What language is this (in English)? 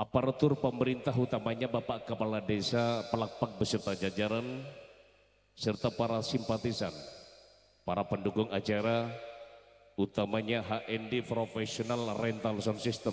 Madurese